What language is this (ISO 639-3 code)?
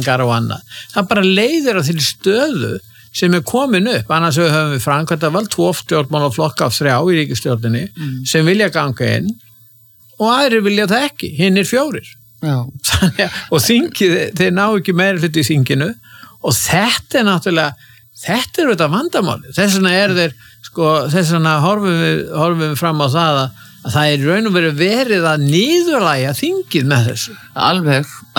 isl